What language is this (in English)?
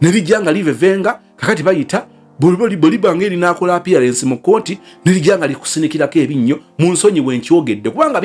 Ganda